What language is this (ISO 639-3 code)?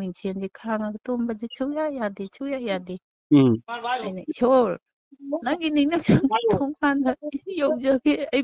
mni